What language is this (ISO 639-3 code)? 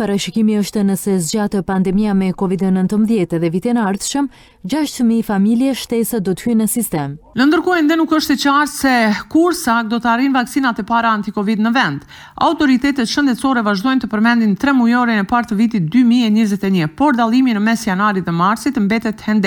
sqi